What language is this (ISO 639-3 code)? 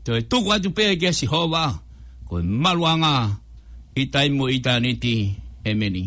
ton